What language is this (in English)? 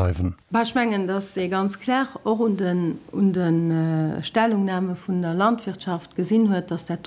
Luxembourgish